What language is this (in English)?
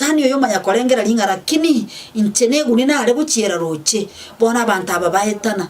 Gusii